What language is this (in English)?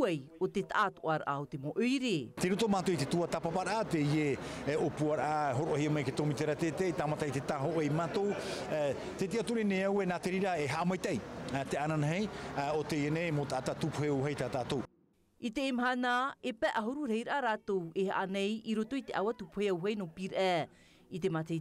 Tahitian